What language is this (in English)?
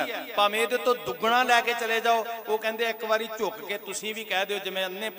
Punjabi